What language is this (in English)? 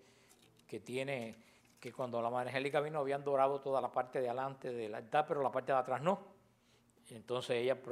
Spanish